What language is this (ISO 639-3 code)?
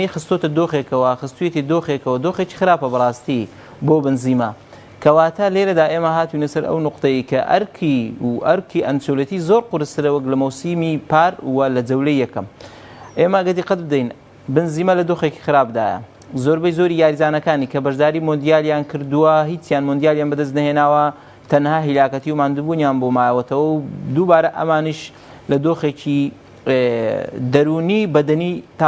ckb